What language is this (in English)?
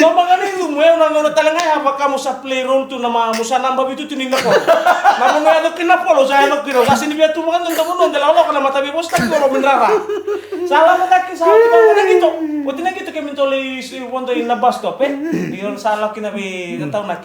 Fijian